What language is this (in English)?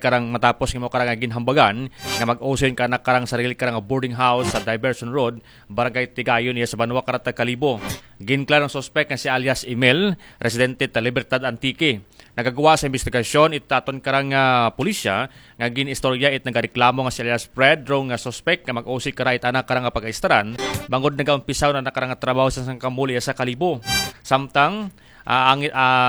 Aklanon